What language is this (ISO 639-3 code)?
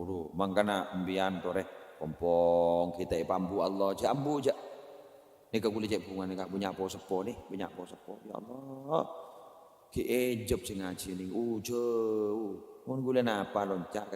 mad